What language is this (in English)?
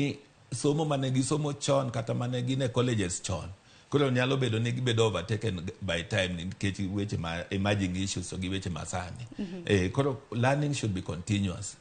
Luo (Kenya and Tanzania)